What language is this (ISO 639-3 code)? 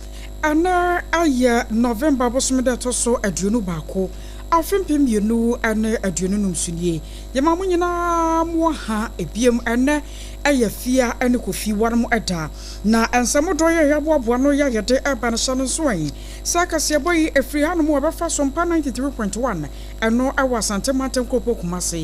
aka